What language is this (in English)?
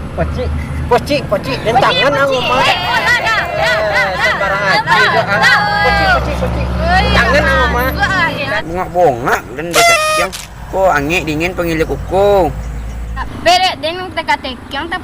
Minangkabau